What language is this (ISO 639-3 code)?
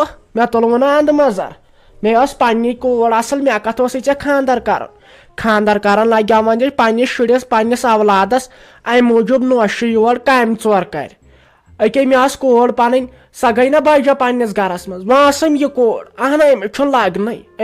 kas